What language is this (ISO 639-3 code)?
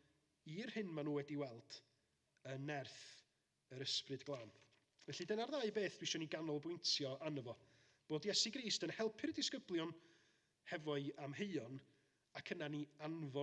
cym